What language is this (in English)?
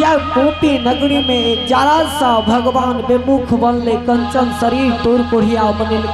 Angika